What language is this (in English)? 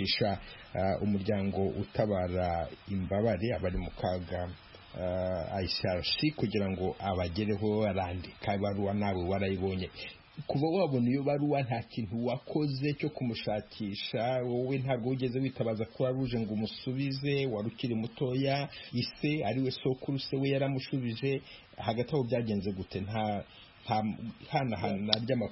Kinyarwanda